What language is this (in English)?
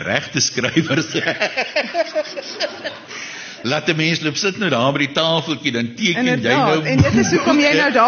Afrikaans